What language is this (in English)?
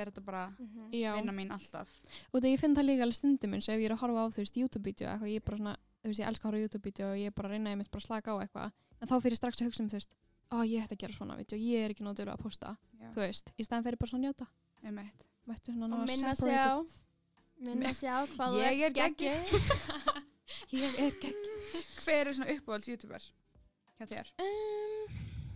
Icelandic